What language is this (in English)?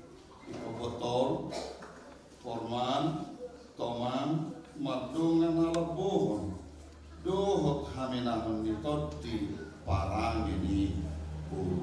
Batak Toba